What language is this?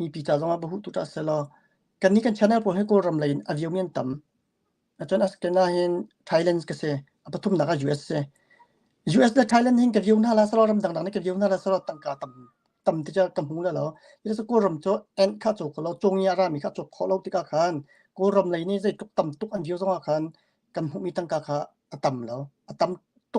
Hakha Chin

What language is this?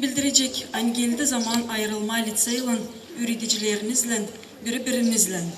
Gagauz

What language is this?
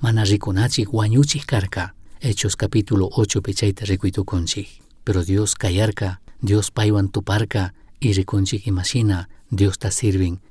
Chimborazo Highland Quichua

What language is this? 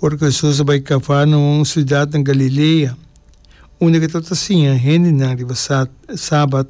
Papiamento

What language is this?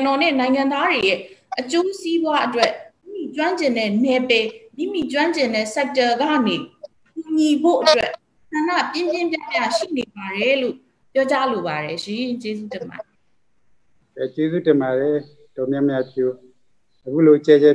Burmese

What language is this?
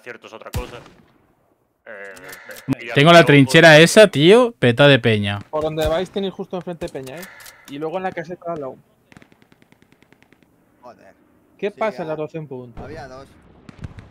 Spanish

